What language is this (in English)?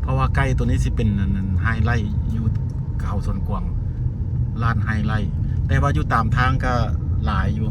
Lao